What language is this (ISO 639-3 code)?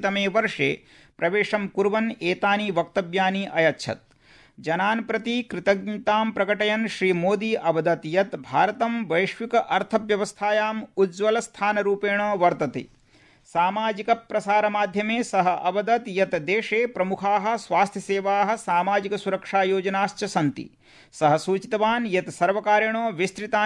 san